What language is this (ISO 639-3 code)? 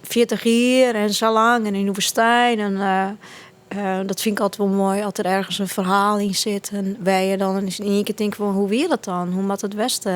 fry